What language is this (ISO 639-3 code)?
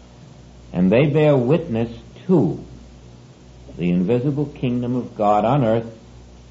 eng